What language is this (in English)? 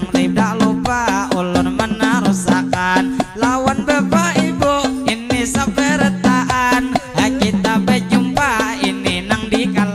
Banjar